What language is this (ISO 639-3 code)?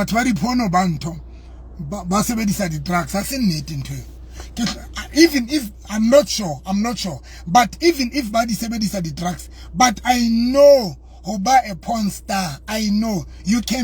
sot